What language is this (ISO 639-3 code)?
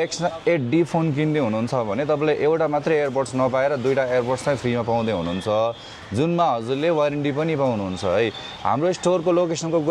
nep